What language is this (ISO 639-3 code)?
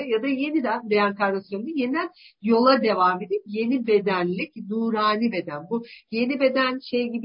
tur